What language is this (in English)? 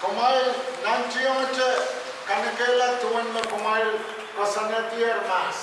Pohnpeian